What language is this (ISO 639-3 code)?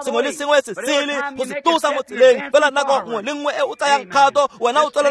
tsn